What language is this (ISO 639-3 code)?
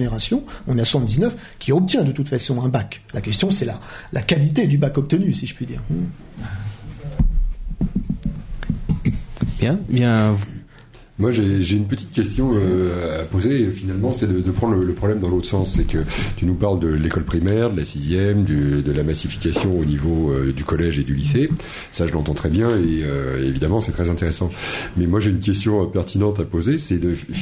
fra